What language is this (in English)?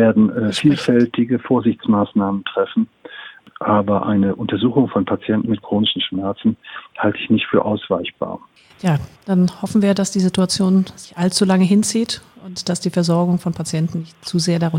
German